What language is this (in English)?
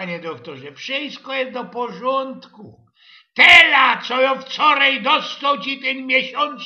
Silesian